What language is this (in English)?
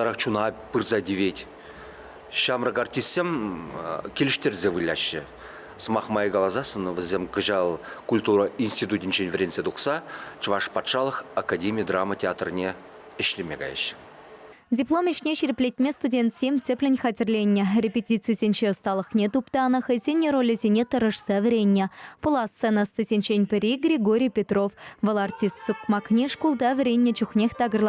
Chuvash